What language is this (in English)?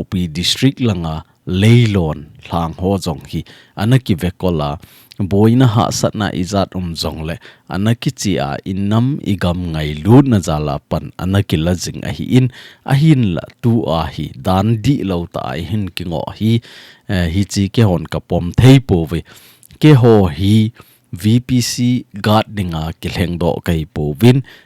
Thado Chin